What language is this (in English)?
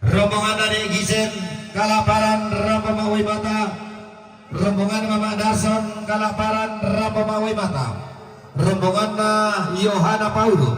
Toraja-Sa'dan